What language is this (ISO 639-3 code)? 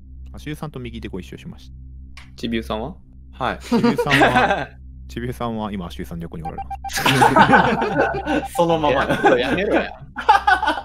jpn